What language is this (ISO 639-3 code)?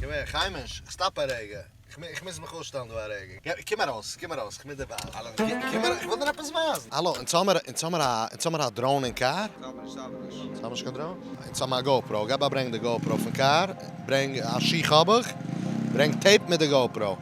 yid